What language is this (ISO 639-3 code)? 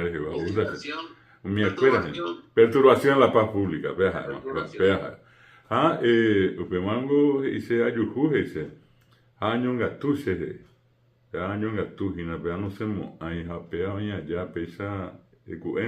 grn